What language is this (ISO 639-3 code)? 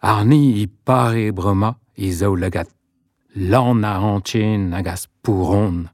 bre